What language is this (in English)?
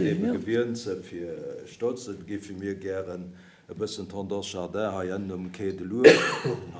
Luxembourgish